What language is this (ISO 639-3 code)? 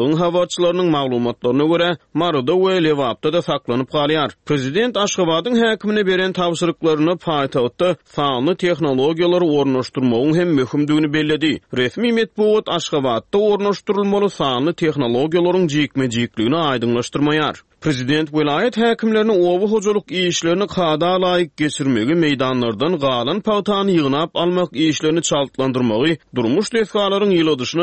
tuk